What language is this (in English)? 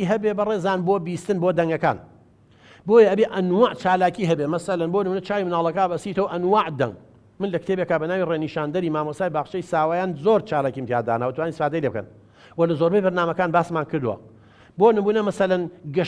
Central Kurdish